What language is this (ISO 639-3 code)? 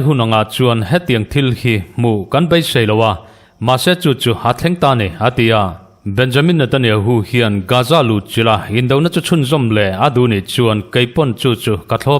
lus